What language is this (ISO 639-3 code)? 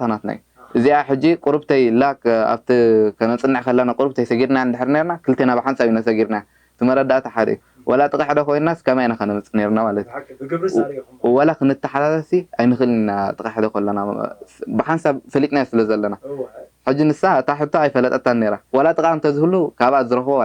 tir